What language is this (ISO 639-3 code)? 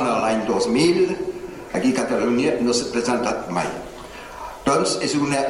cat